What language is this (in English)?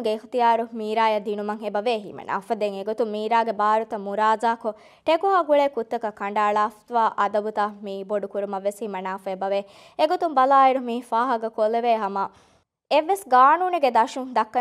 Divehi